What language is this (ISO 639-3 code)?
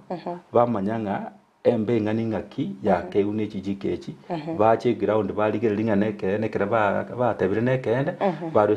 guz